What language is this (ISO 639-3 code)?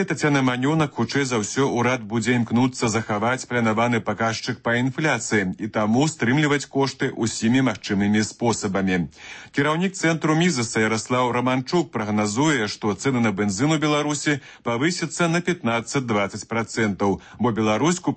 bel